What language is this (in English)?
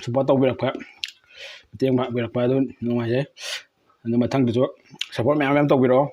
Manipuri